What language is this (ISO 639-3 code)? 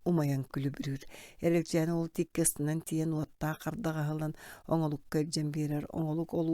sah